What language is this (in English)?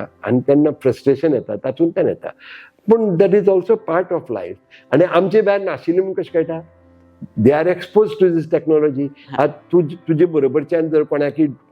Konkani